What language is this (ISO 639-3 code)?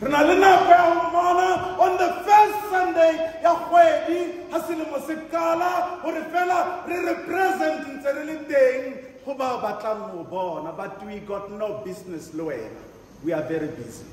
sot